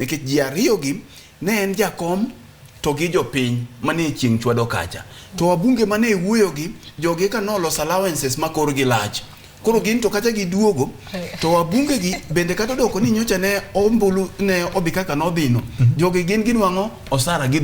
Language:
Luo (Kenya and Tanzania)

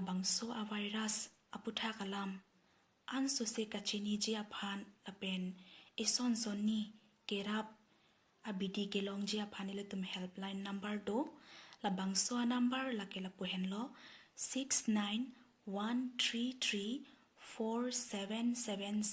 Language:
Karbi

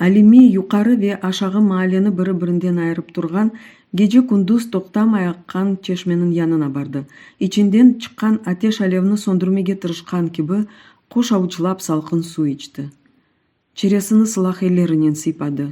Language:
Crimean Tatar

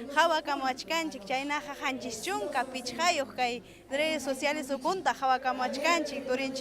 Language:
Ayacucho Quechua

